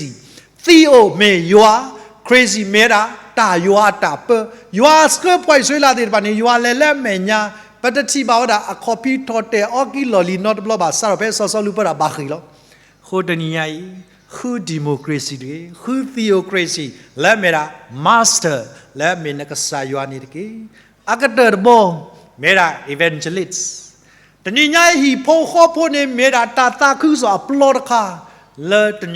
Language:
S'gaw Karen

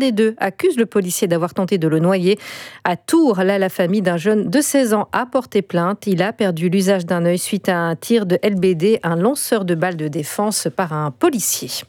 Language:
French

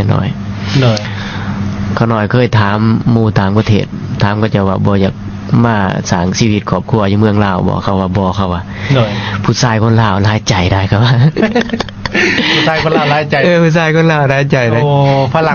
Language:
Lao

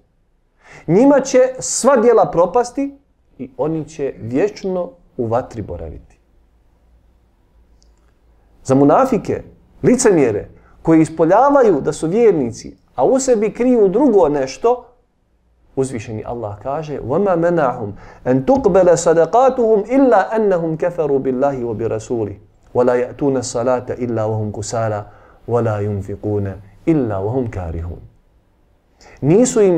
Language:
Bosnian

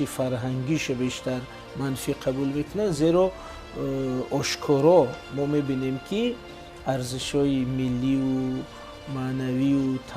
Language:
Tajik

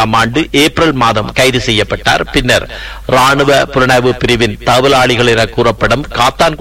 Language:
Tamil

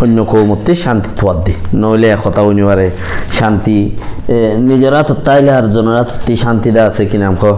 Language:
Rohingya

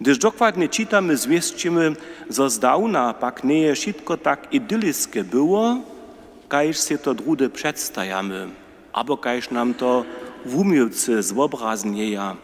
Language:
Upper Sorbian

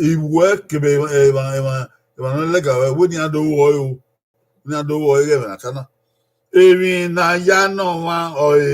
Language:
Bini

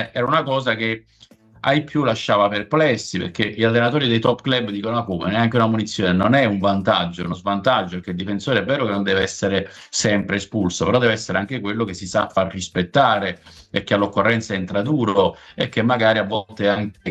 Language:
Italian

